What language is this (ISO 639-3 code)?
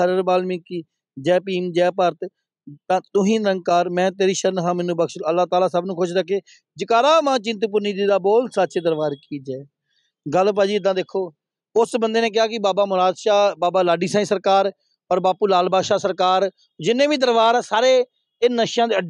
pan